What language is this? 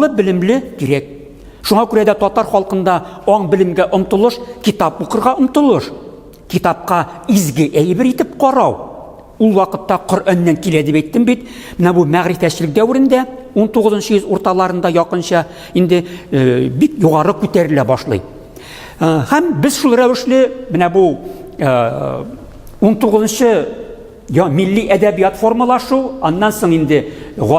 Tatar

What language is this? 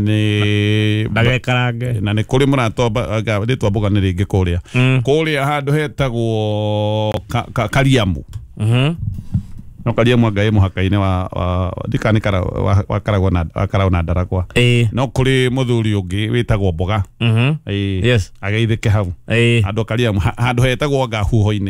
Kikuyu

